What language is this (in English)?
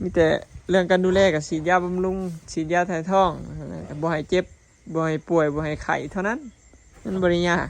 Lao